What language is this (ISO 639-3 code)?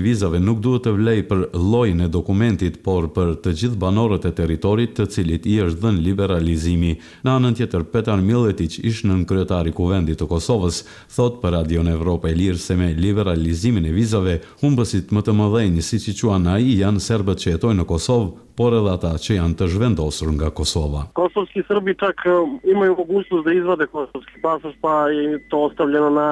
sqi